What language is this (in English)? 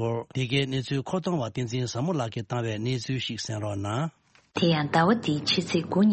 Tibetan